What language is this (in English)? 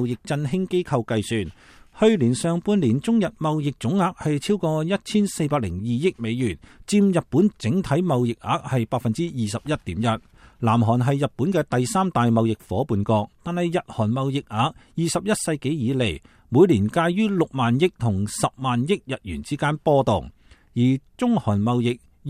Cantonese